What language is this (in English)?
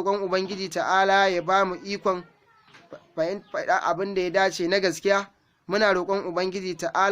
Hausa